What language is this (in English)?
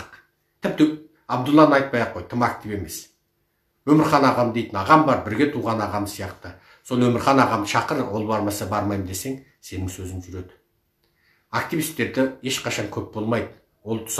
Kazakh